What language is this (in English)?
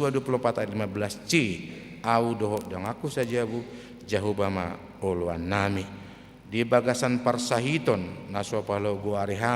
Batak Toba